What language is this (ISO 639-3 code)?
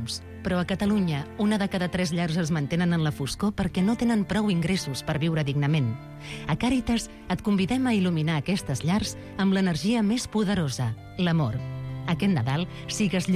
cat